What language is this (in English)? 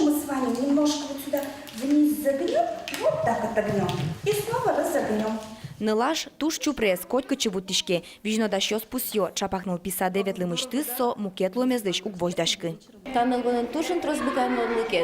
Udmurt